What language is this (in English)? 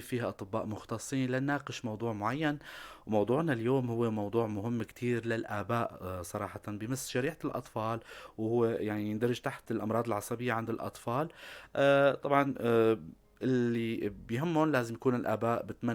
North Levantine Arabic